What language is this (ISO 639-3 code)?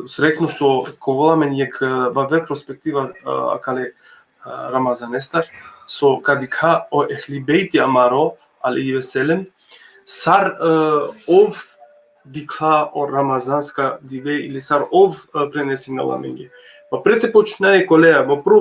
rmn